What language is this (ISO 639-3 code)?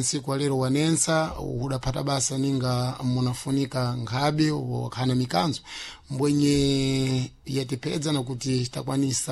seh